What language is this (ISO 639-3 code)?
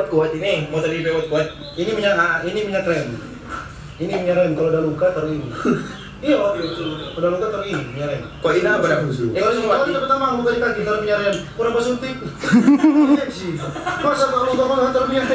xmm